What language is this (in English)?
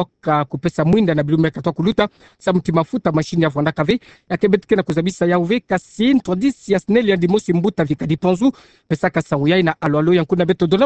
Kituba (Democratic Republic of Congo)